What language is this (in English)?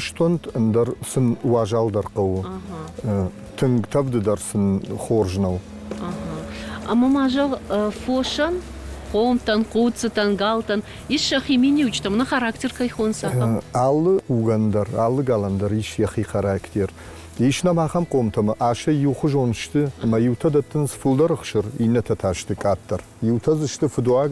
Ossetic